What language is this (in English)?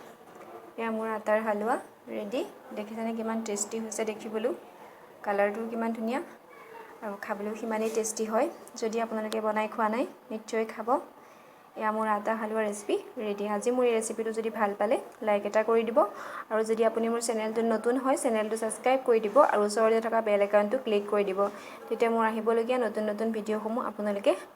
Assamese